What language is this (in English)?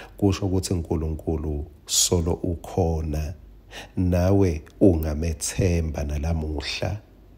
Swati